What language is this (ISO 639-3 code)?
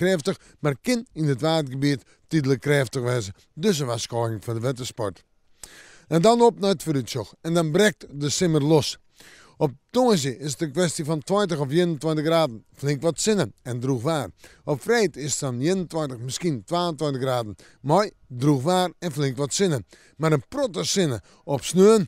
fry